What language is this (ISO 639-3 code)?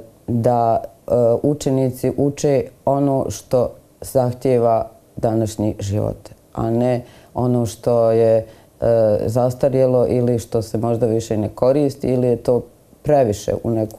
bos